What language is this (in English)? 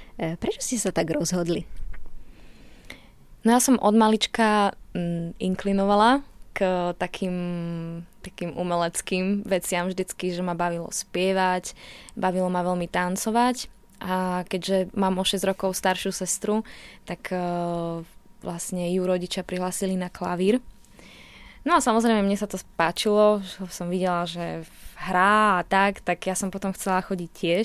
Slovak